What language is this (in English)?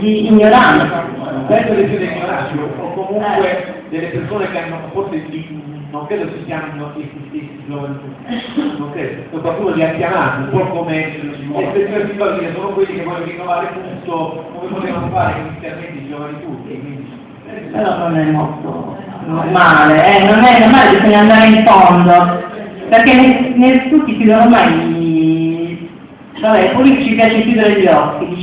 Italian